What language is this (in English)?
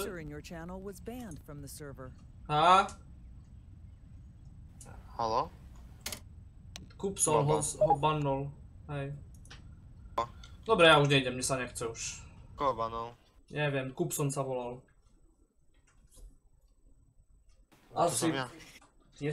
Slovak